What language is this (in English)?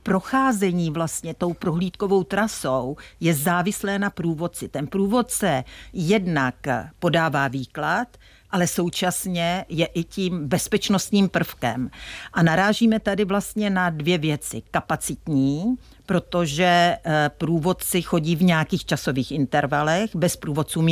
Czech